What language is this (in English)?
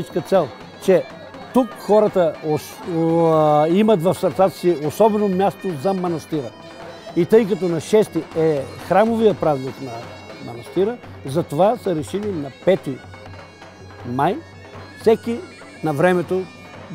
Bulgarian